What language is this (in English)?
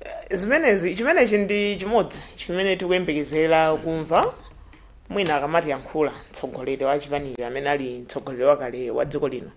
Nyanja